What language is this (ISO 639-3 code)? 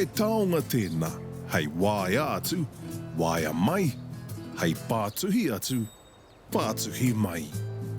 mri